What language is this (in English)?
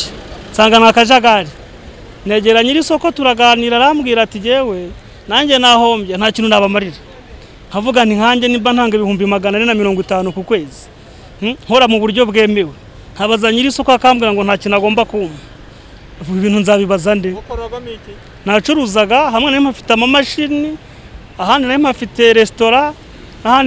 Kinyarwanda